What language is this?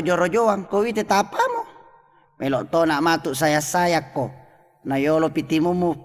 Buginese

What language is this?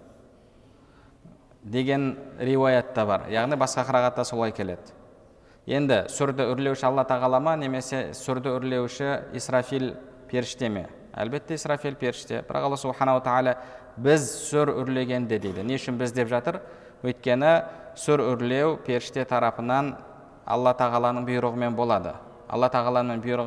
Kazakh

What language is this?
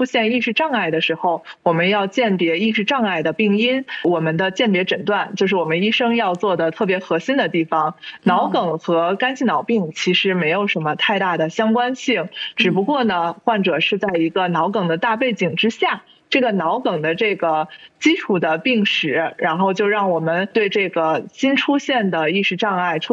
Chinese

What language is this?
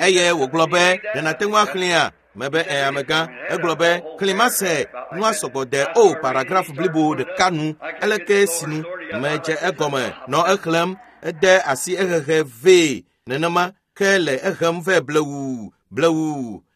Ewe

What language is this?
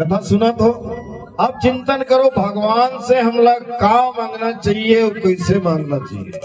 Chhattisgarhi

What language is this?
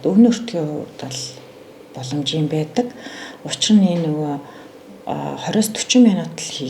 Mongolian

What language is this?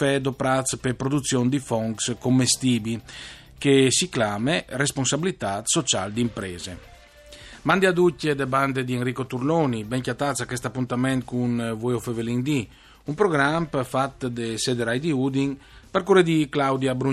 Friulian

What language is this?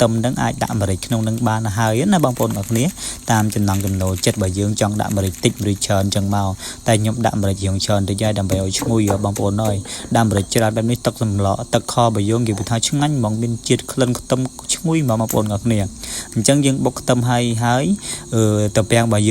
Khmer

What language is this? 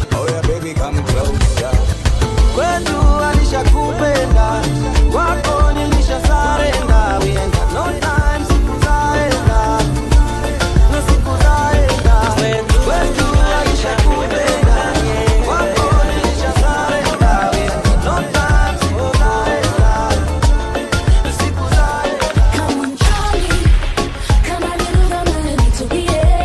Swahili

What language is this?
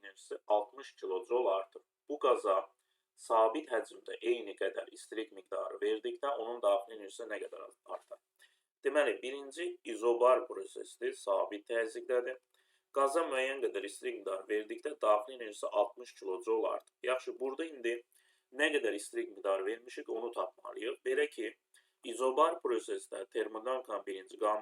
Azerbaijani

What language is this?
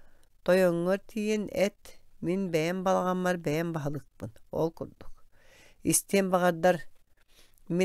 Yakut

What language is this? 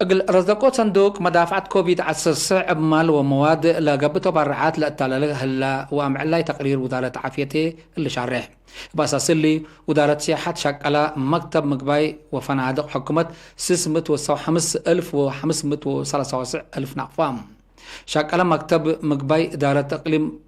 Tigre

